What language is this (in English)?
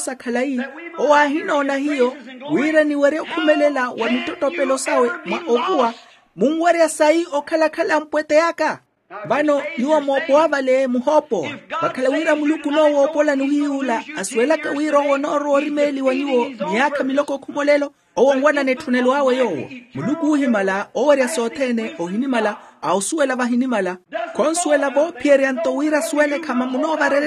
Makhuwa